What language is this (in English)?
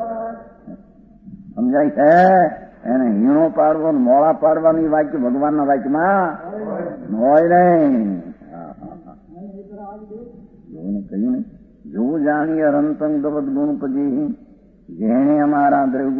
Gujarati